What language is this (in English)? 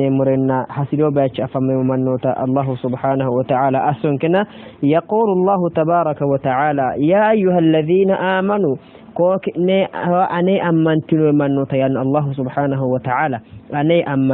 Sidamo